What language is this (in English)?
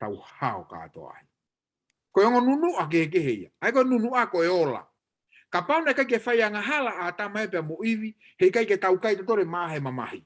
Tongan